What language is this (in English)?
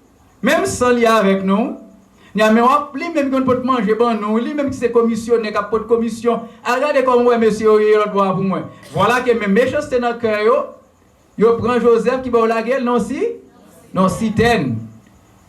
Haitian Creole